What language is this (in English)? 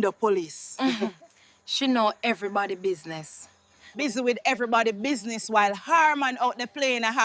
Jamaican Creole English